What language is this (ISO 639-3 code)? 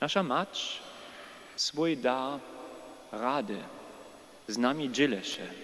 hsb